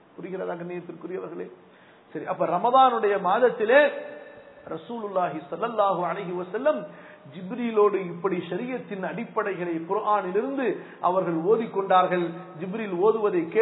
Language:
Tamil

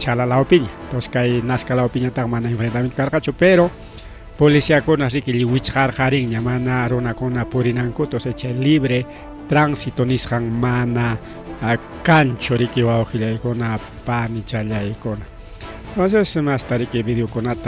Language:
Ayacucho Quechua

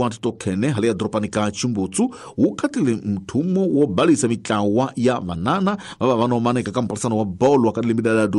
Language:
Tsonga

